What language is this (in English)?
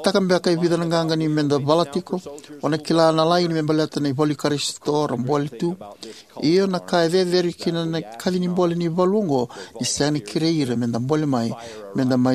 Fijian